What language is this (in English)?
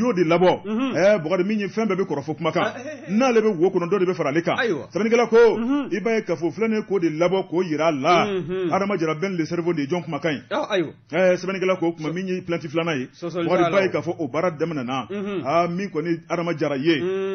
Bambara